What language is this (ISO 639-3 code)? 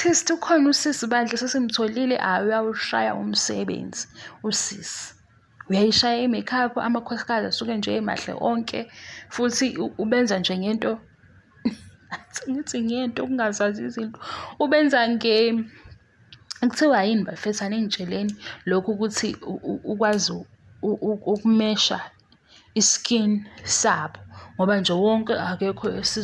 zul